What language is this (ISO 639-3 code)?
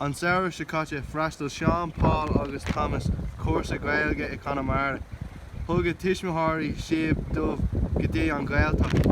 gle